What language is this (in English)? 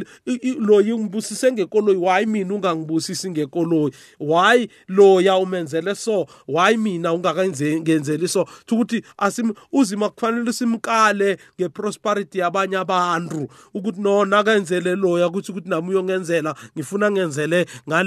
South Ndebele